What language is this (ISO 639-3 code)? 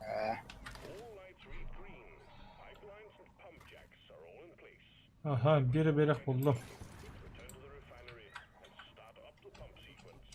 sah